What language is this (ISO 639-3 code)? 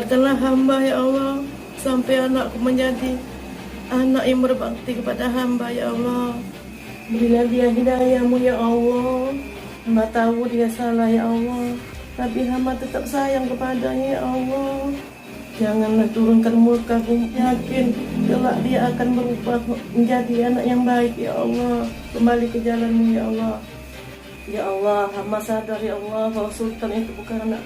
mui